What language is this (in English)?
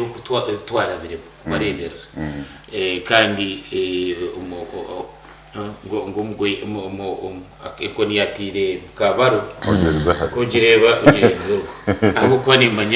Nyankole